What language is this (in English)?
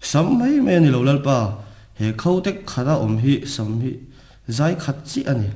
Mizo